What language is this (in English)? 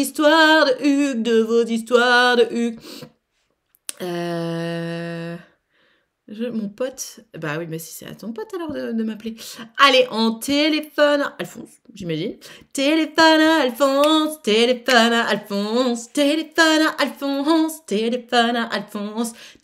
French